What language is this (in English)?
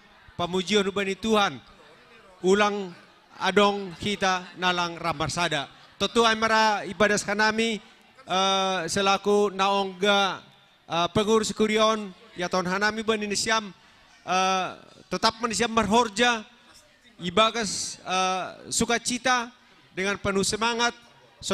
Batak Simalungun